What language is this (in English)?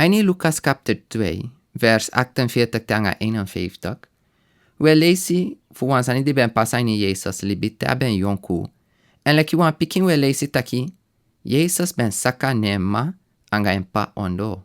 Sranan Tongo